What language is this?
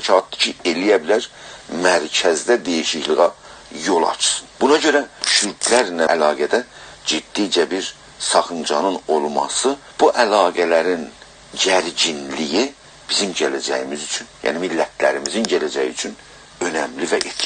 South Azerbaijani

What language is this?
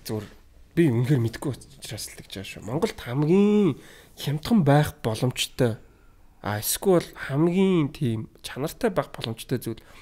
Mongolian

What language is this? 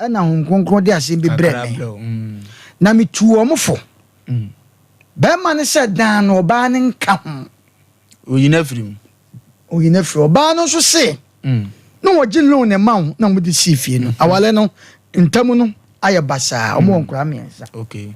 Akan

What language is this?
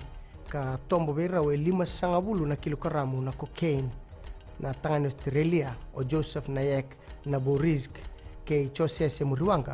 Fijian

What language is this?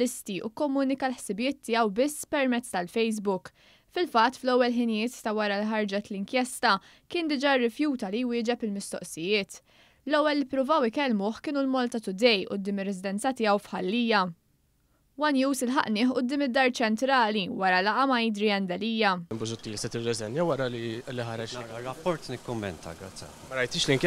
Maltese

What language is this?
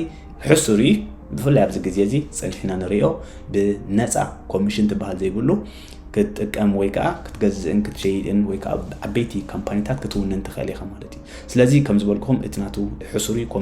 Tigrinya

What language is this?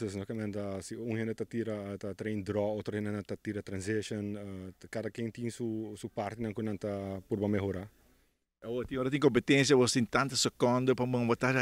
Papiamento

